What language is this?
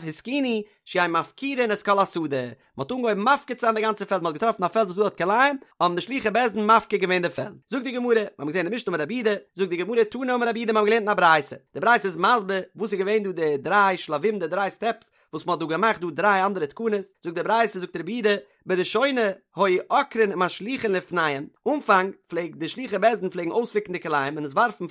Yiddish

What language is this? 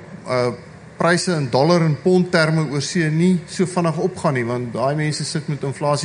Afrikaans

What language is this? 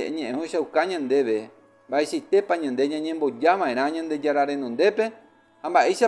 Guarani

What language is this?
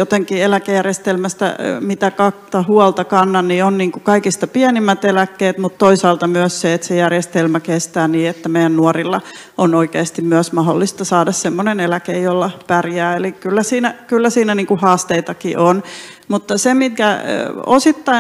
Finnish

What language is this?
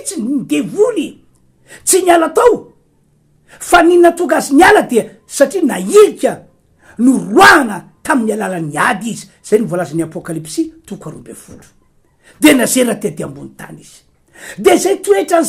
Malagasy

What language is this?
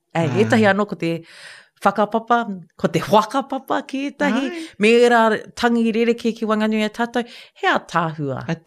Māori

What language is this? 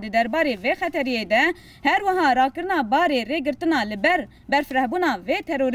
Kurdish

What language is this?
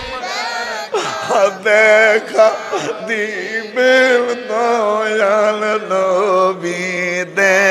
Bangla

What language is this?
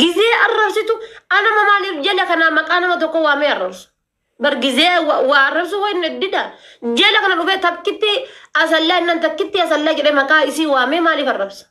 Oromo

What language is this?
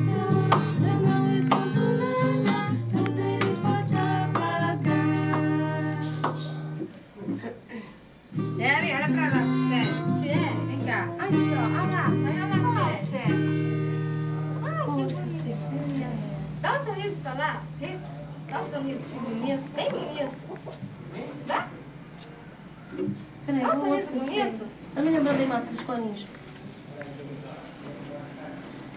Portuguese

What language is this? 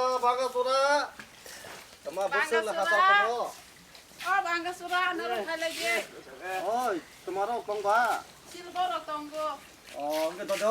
Kok Borok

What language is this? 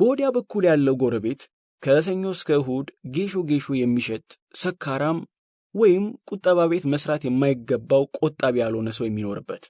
Amharic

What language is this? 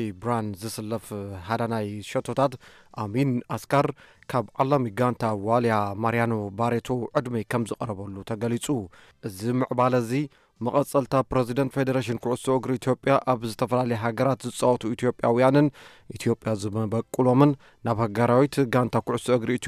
Tigrinya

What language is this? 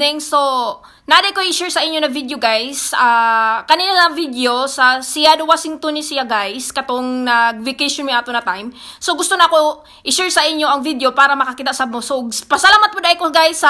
Cebuano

